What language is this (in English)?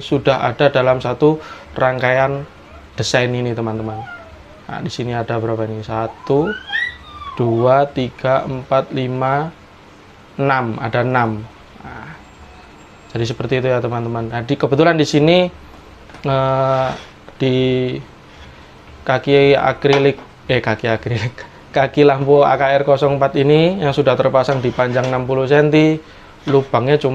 Indonesian